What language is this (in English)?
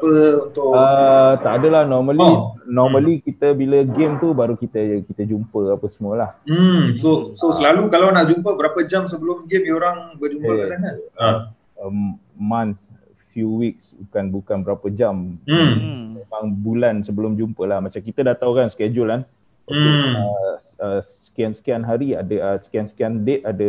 Malay